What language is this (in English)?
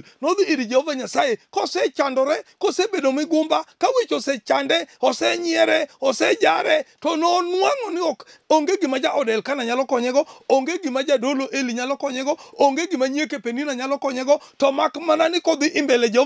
Luo (Kenya and Tanzania)